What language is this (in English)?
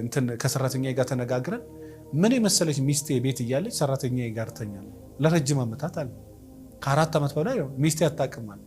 Amharic